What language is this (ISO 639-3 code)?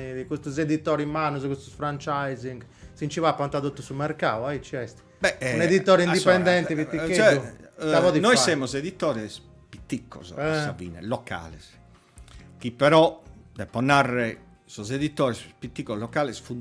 srd